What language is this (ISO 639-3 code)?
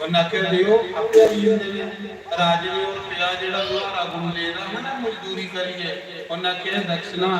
doi